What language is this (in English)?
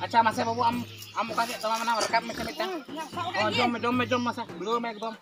Santali